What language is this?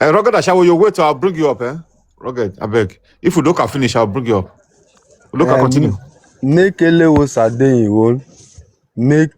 Nigerian Pidgin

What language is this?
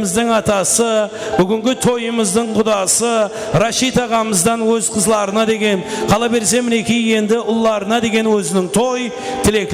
Kara-Kalpak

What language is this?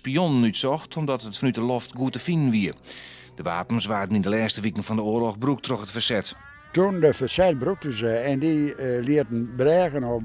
Western Frisian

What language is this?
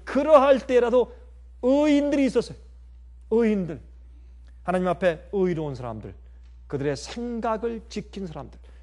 Korean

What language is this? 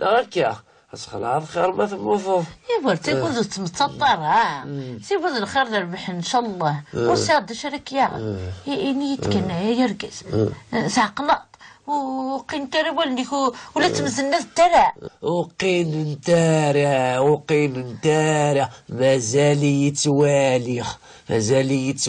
Kabyle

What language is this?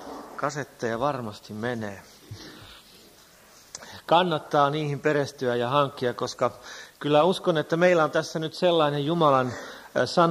Finnish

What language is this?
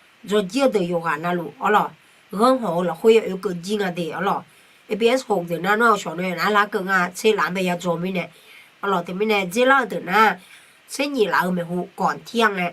Akha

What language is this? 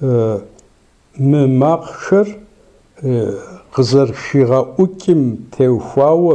Kabardian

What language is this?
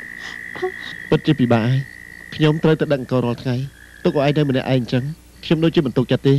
Khmer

